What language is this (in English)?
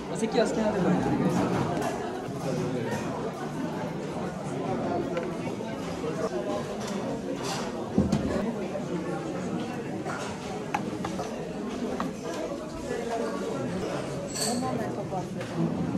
Japanese